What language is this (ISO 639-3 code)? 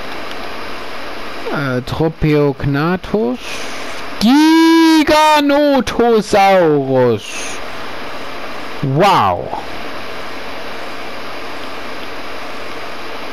deu